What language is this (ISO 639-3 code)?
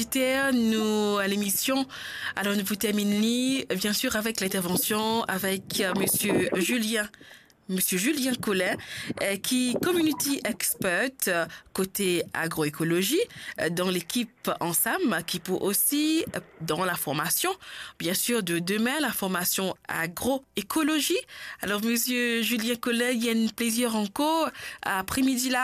mfe